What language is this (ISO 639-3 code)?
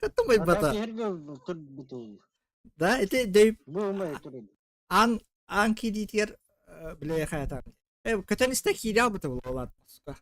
sah